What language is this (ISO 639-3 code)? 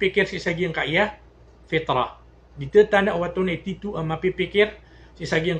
mrw